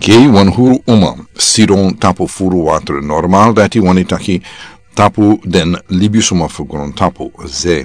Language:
Sranan Tongo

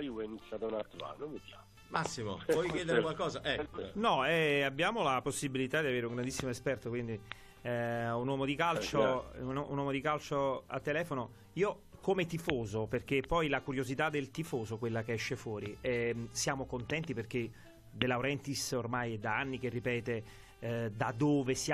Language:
Italian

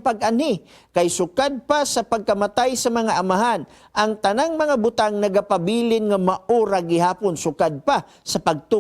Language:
Cebuano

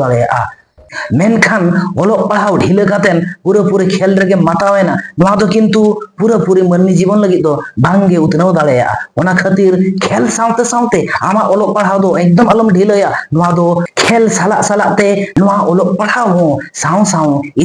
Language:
Santali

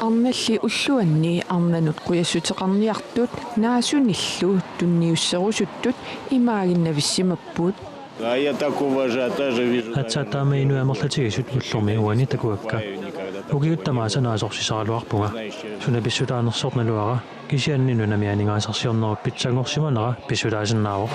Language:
Kalaallisut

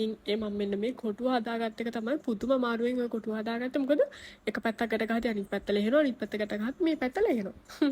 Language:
Sinhala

